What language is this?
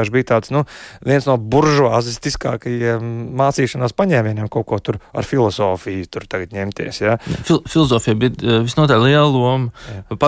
Latvian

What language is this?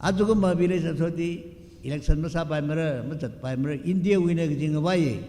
Tangkhul Naga (India)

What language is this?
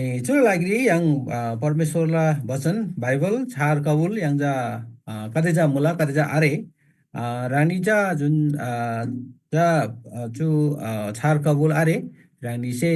Eastern Tamang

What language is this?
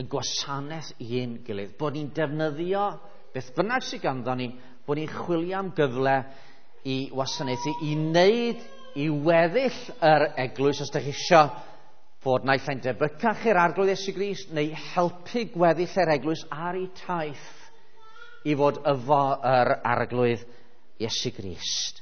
Welsh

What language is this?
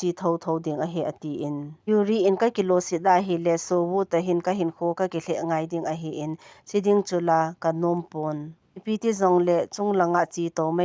Thado Chin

